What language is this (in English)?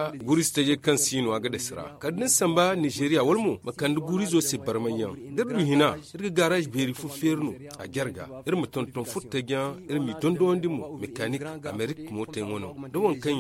Zarma